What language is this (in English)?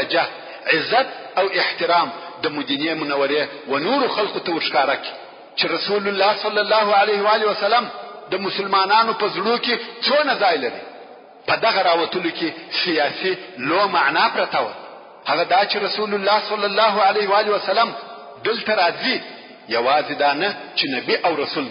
Pashto